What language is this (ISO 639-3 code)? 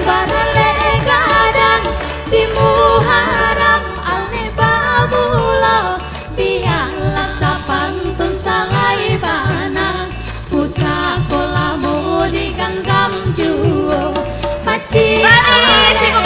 min